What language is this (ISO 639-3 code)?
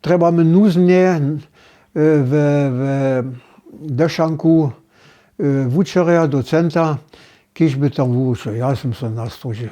hsb